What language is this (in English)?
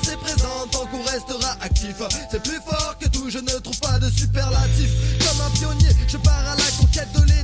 French